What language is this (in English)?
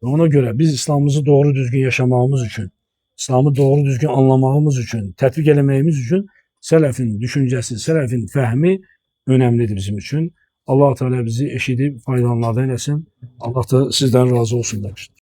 Azerbaijani